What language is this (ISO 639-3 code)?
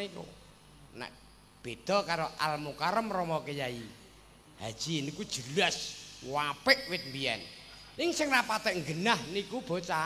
jav